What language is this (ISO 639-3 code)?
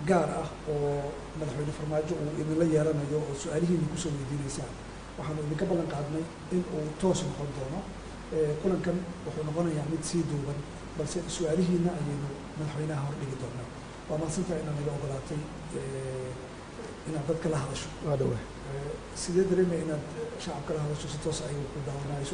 som